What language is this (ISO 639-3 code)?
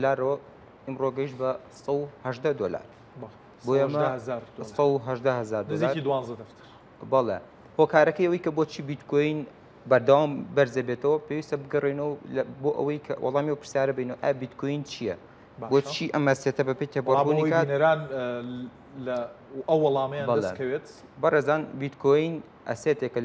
ckb